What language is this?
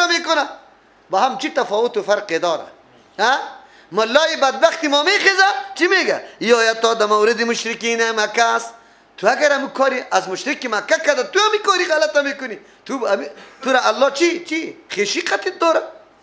Persian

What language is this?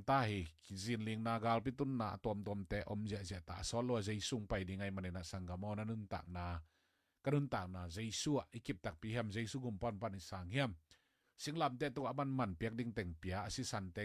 Tedim Chin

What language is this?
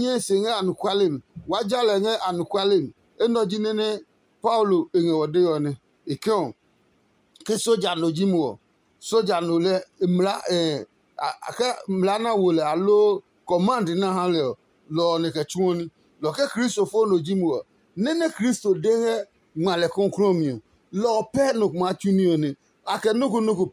Adangme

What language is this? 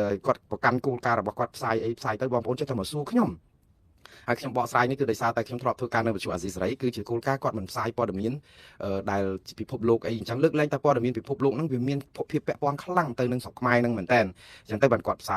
Khmer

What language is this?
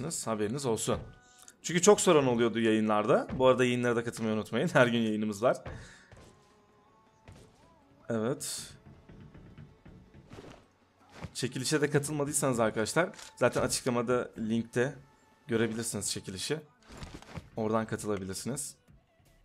Turkish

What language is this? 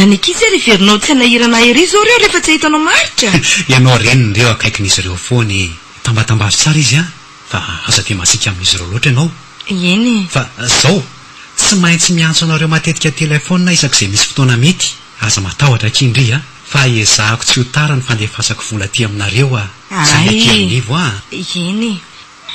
Malagasy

